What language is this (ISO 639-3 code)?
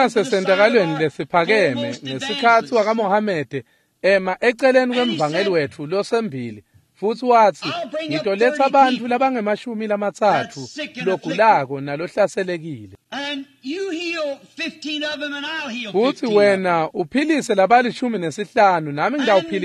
ssw